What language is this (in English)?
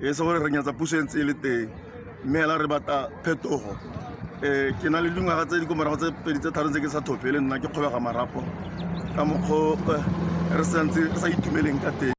Tswana